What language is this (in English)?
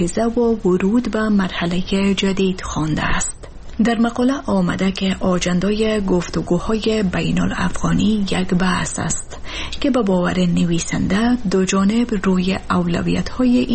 Persian